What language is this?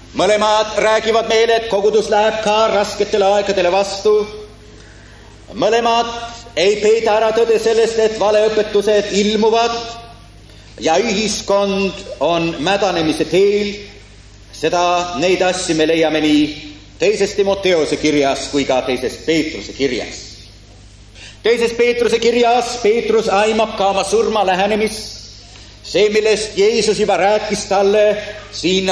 Estonian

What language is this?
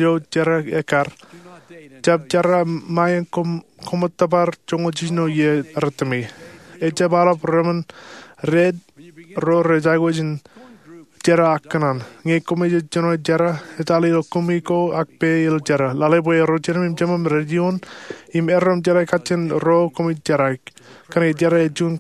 Marshallese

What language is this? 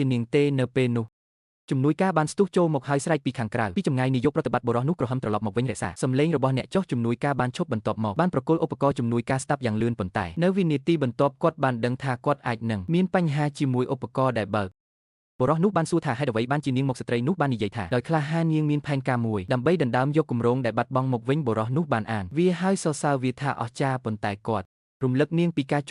Khmer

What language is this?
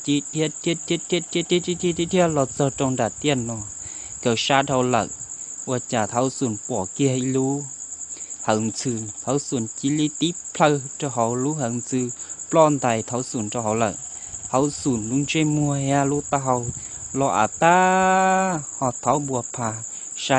Hmong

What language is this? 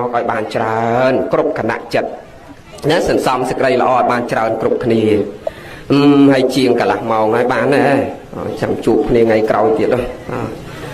Khmer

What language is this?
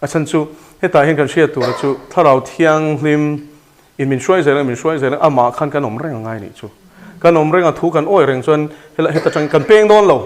Mizo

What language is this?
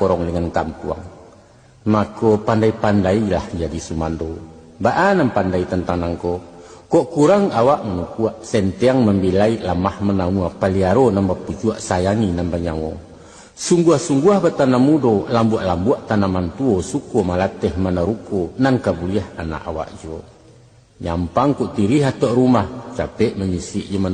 Minangkabau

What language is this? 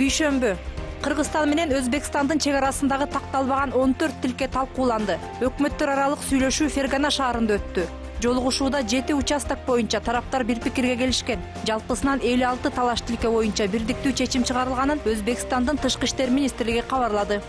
Kyrgyz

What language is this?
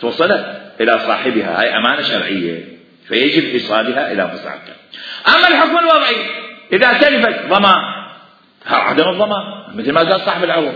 Mesopotamian Arabic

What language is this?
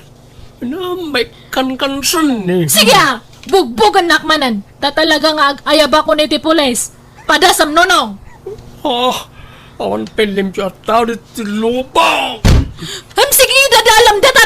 Iloko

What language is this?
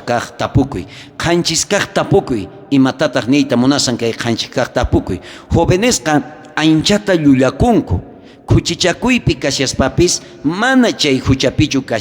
South Bolivian Quechua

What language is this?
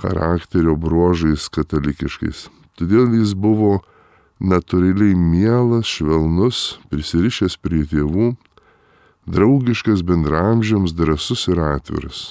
Lithuanian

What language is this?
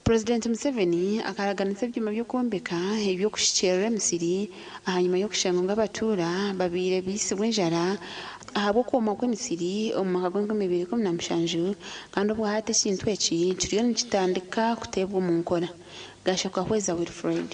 Nyankole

